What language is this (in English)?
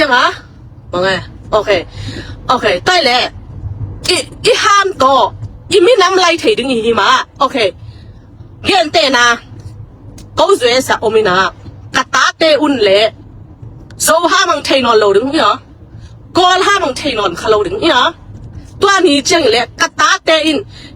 Tedim Chin